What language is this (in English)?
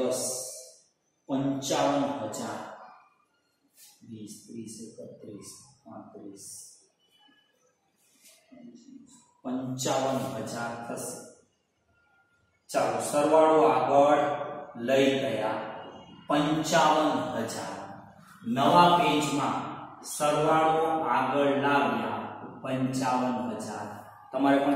Gujarati